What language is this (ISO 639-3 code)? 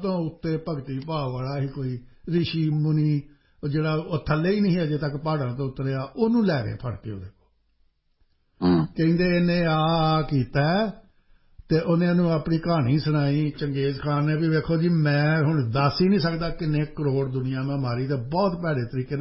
pan